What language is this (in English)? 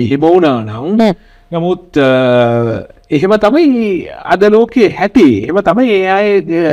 Sinhala